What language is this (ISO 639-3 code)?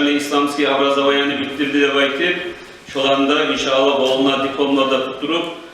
kum